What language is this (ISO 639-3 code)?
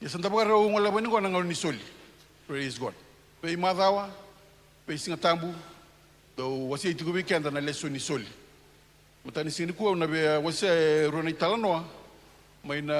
fij